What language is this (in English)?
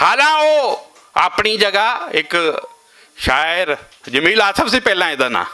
Western Panjabi